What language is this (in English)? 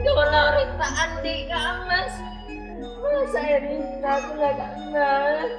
Madurese